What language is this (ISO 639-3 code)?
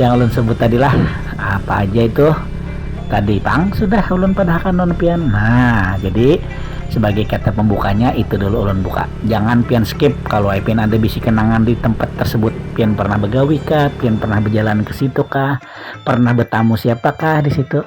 bjn